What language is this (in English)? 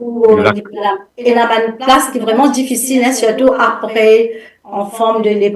Morisyen